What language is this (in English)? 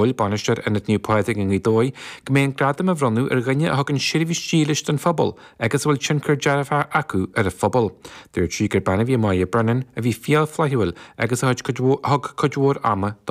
Irish